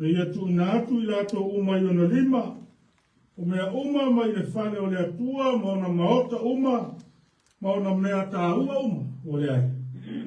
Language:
Samoan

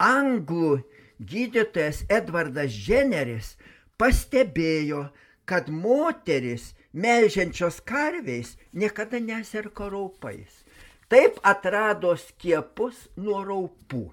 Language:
Lithuanian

